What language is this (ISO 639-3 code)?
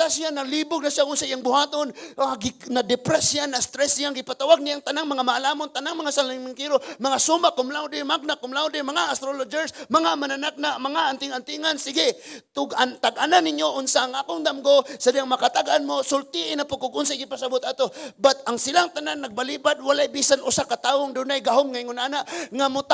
ceb